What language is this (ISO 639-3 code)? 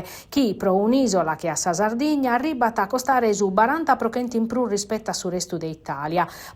srd